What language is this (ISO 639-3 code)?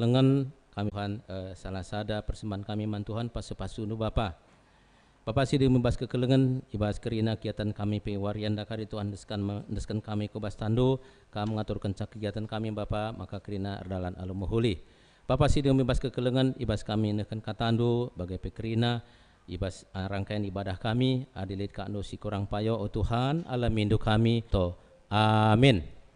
btx